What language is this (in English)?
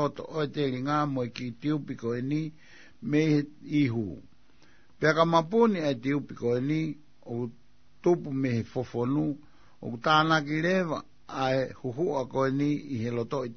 Tongan